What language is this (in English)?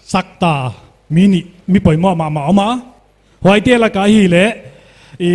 Paite Chin